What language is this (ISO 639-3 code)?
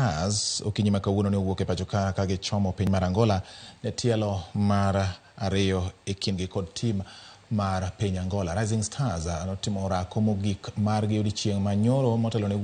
luo